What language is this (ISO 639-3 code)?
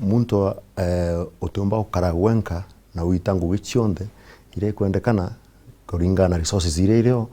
mer